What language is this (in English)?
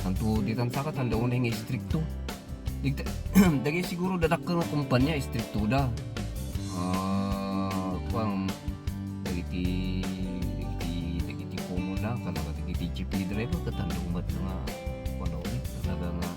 Iloko